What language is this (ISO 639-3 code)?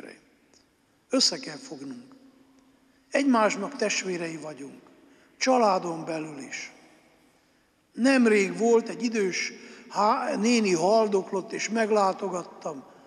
hun